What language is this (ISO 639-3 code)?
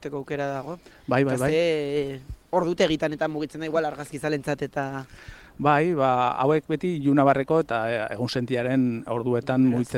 eus